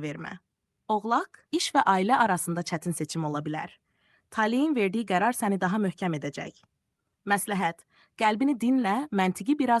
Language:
Azerbaijani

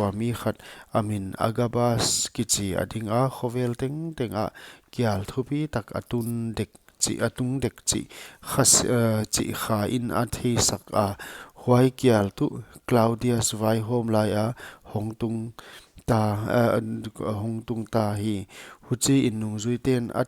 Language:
Paite Chin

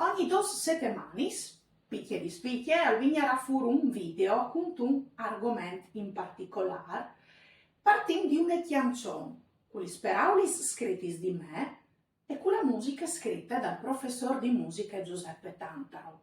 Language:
Friulian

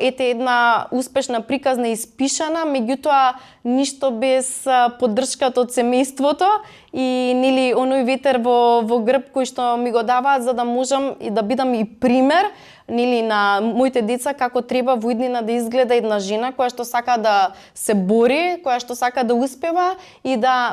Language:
Macedonian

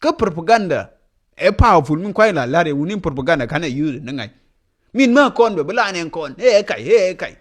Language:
Nuer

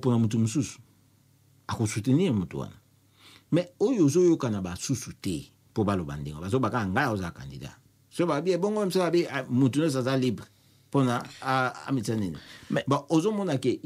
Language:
Lingala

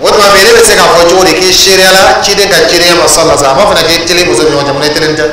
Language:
Dyula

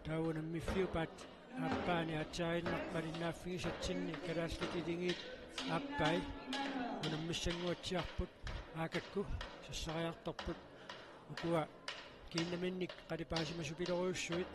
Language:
Kalaallisut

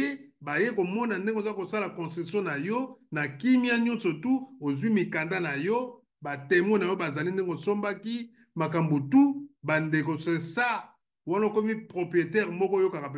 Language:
Lingala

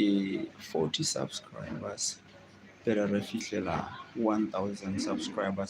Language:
Southern Sotho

